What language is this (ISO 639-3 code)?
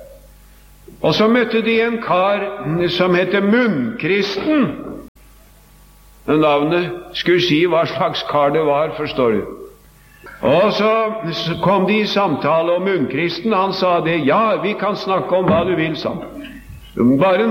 nor